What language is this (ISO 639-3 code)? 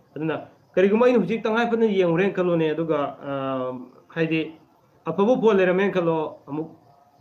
mni